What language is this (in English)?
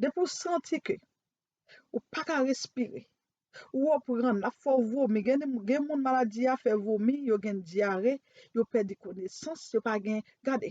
Haitian Creole